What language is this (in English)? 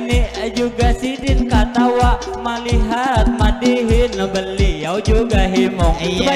Banjar